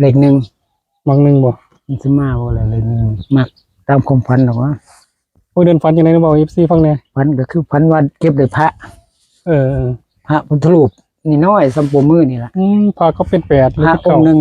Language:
Northeastern Thai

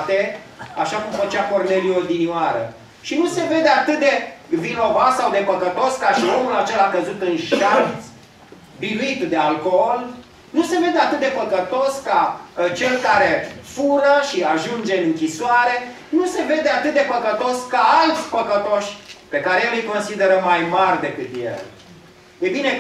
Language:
Romanian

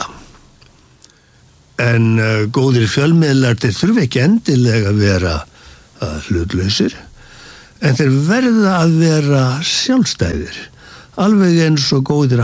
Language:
Icelandic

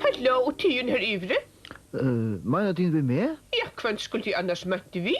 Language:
Faroese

